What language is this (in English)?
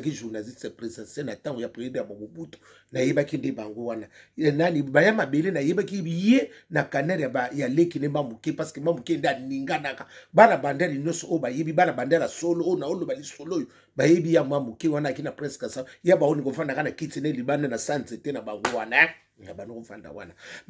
Lingala